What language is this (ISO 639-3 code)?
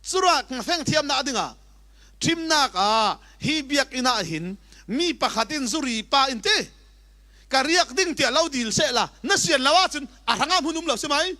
cfm